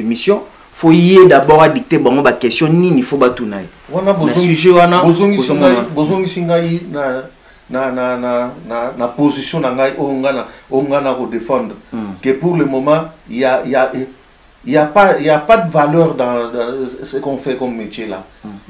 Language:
Lingala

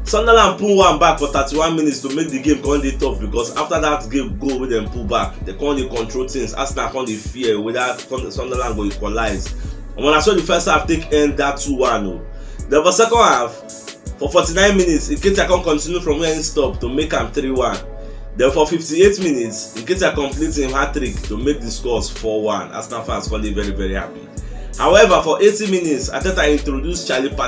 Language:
Nigerian Pidgin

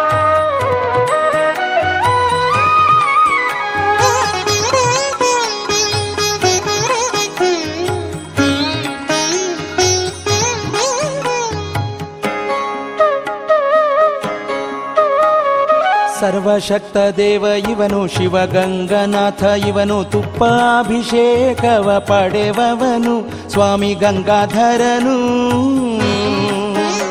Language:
Kannada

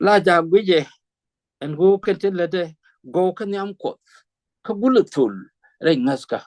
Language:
Nuer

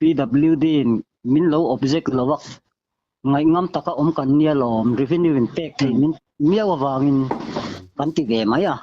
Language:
Mizo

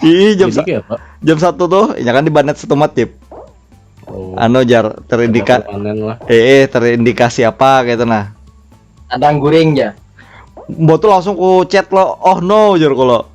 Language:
Banjar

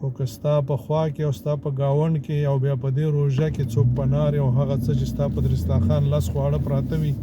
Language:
Pashto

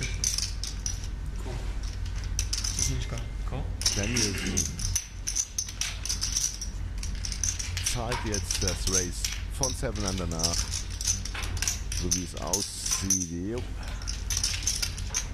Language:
German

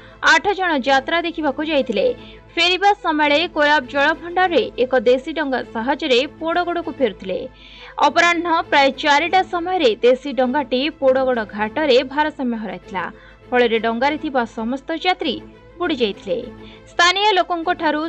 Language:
Odia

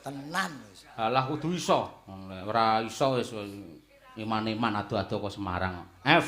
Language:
Javanese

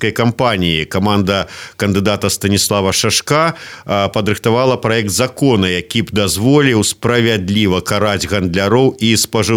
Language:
Belarusian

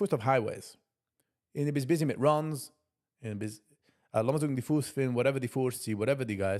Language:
Yiddish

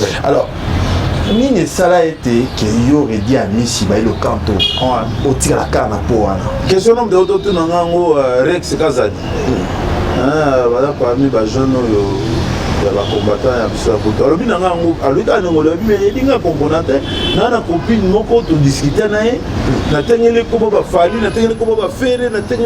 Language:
Lingala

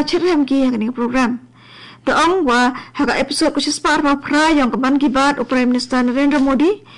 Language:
Khasi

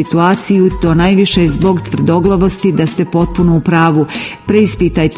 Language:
Croatian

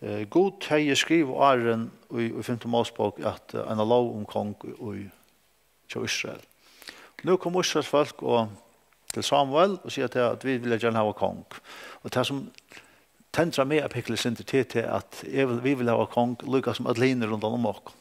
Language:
Faroese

